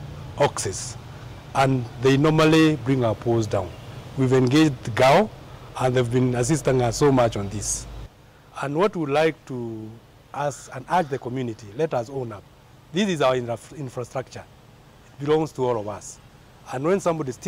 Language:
Kamba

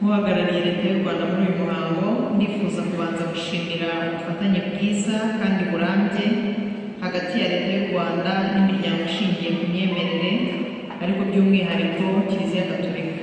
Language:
Kinyarwanda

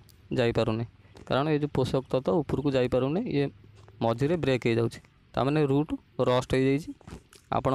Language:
Odia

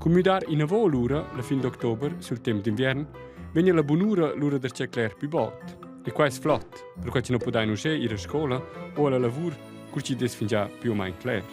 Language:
Romansh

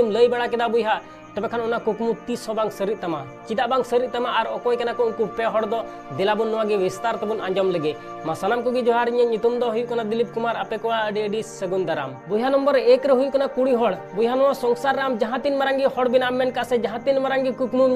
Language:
Santali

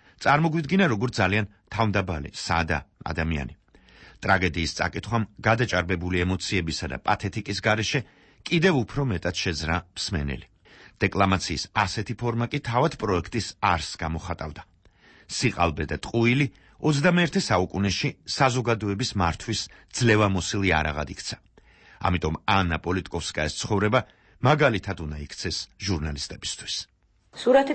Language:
Georgian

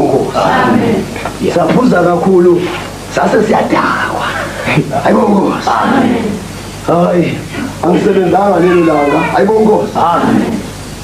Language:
Zulu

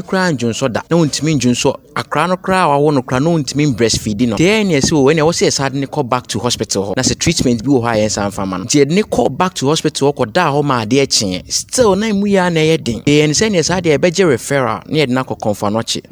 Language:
Akan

